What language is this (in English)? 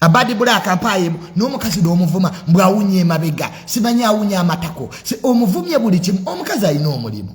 Ganda